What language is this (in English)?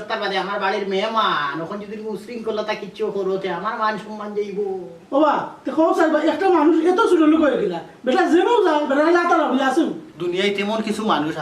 Sylheti